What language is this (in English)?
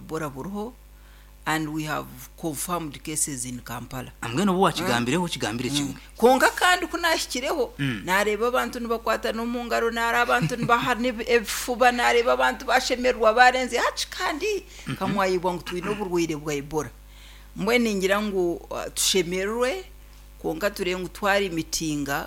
Nyankole